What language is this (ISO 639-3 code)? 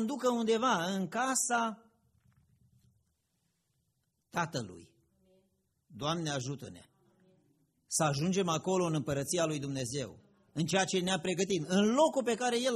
ron